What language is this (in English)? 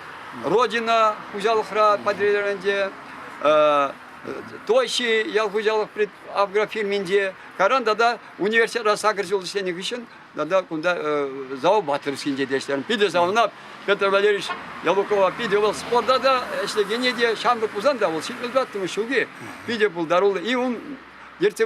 Chuvash